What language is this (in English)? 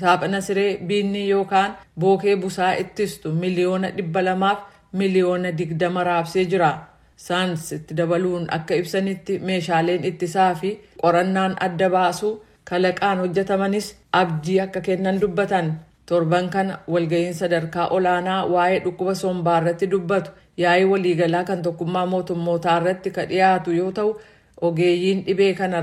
Oromo